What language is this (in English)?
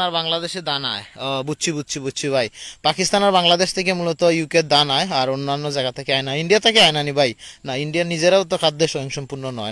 Sylheti